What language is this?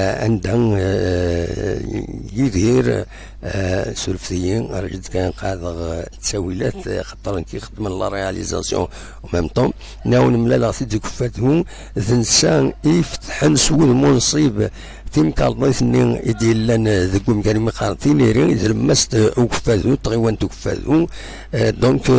Kabyle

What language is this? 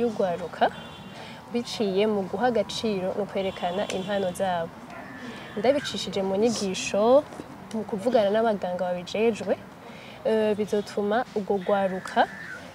Rundi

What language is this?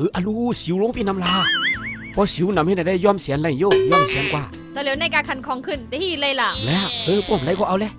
Shan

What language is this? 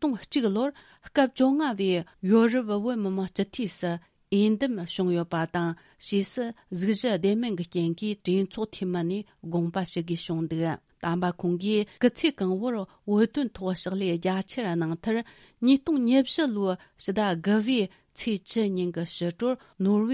Tibetan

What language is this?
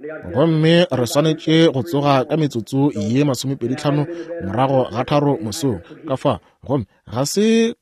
Northern Sotho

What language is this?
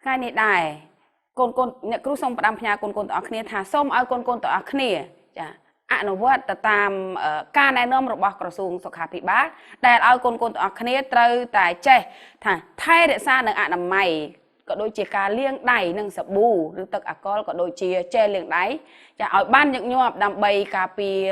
Khmer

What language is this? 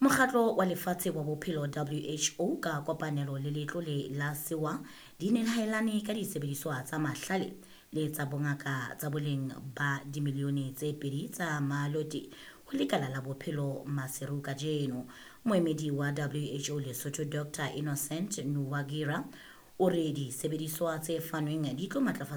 Southern Sotho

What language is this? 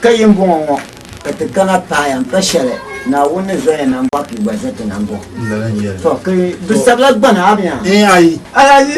Dagbani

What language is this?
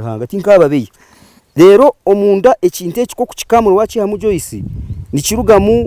Nyankole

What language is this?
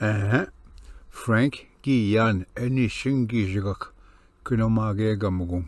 Ojibwa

